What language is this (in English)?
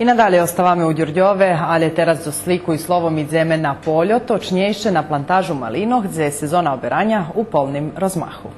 Rusyn